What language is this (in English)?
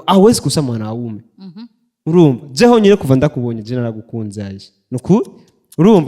Rundi